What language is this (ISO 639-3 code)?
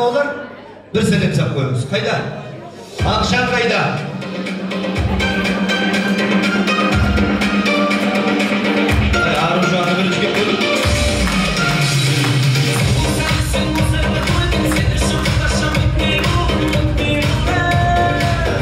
kaz